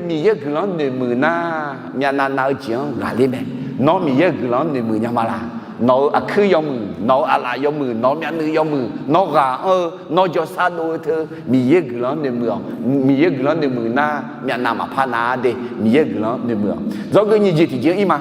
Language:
Akha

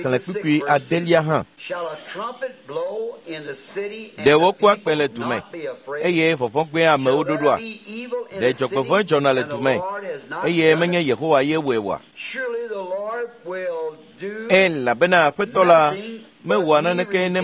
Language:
Ewe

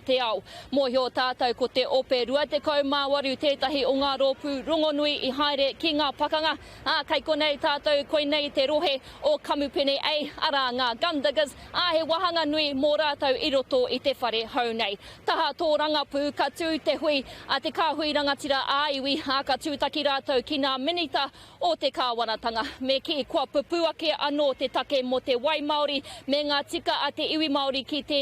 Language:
Māori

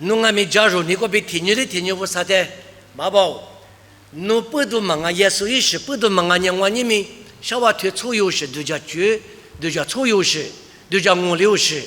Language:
Lisu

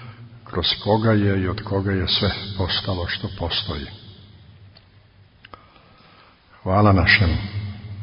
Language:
Serbian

